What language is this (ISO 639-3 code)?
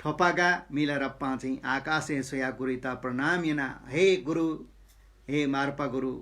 new